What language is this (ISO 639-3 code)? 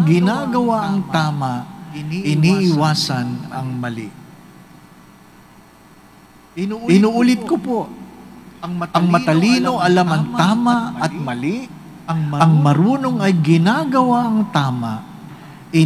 fil